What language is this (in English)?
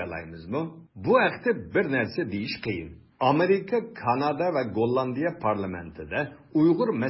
Uyghur